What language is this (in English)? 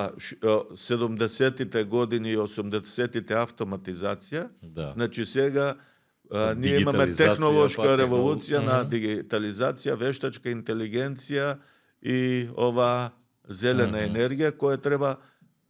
Macedonian